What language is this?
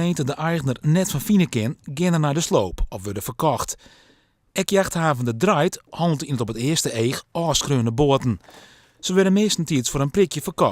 Western Frisian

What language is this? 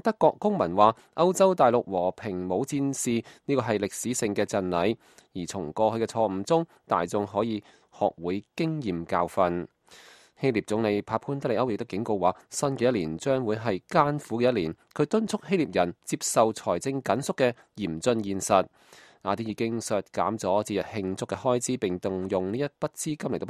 Cantonese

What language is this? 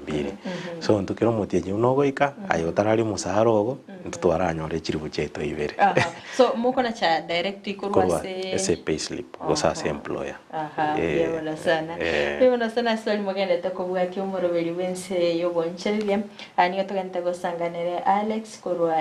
Gusii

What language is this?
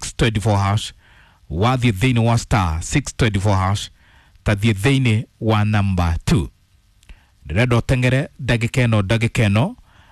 Kikuyu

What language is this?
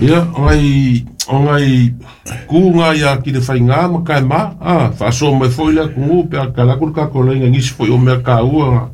Samoan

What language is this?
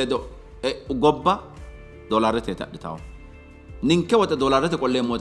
Sidamo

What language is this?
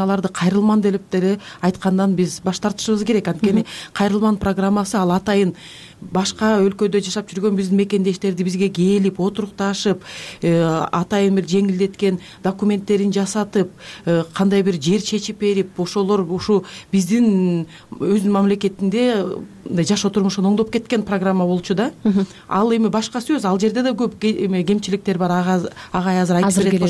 Kyrgyz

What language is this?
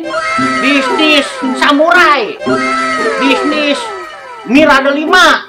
Betawi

